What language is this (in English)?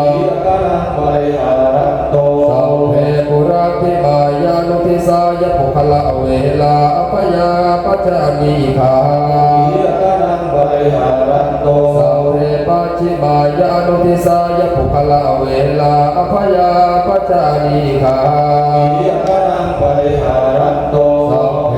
Pali